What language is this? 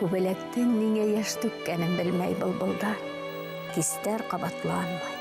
Bashkir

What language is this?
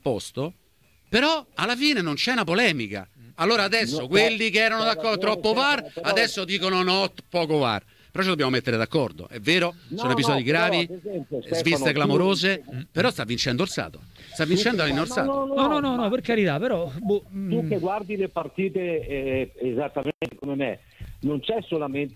Italian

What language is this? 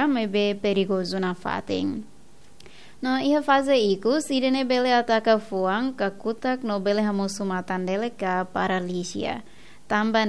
Tetum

